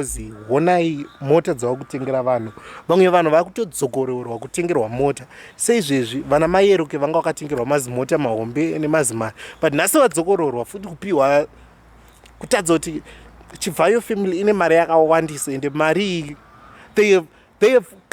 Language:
Shona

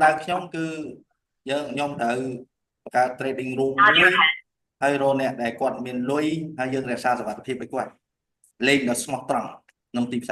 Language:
Khmer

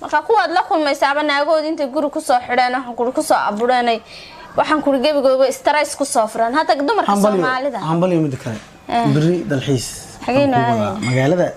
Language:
Somali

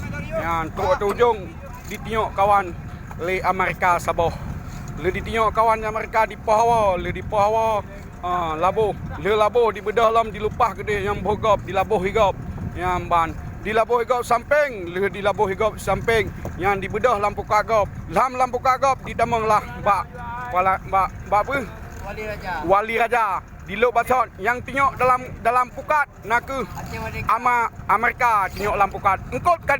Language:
Achinese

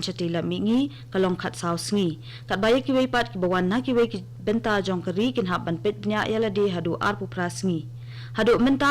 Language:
Khasi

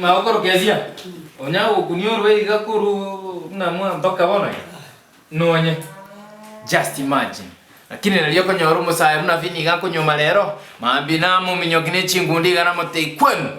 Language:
Gusii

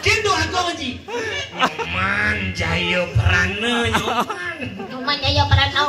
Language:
Balinese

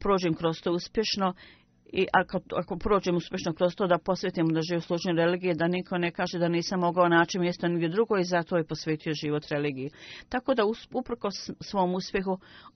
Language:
Bosnian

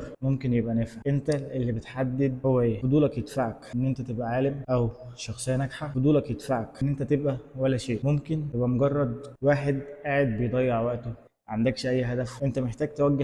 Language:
Egyptian Arabic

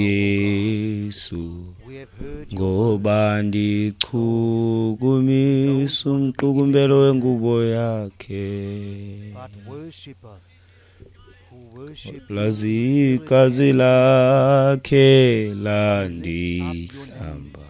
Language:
Xhosa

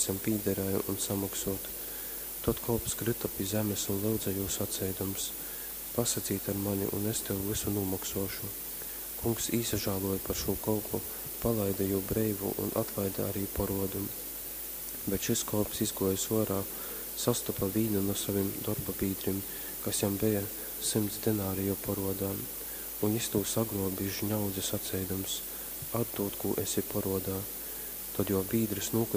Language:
Latgalian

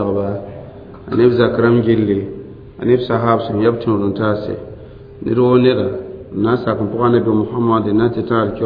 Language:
Mossi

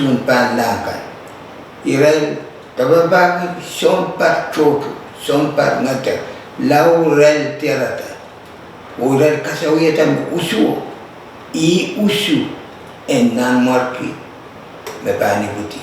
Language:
Pohnpeian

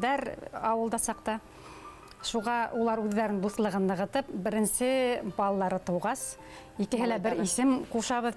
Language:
Bashkir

